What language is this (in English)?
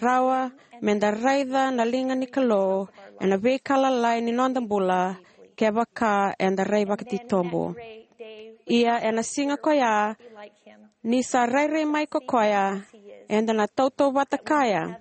Fijian